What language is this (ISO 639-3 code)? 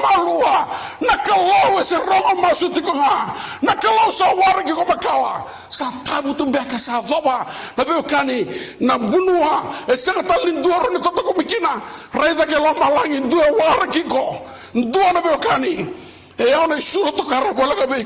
fij